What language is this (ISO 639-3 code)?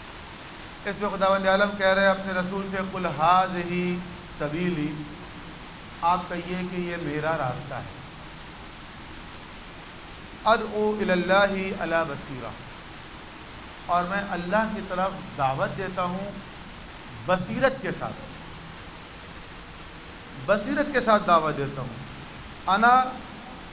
urd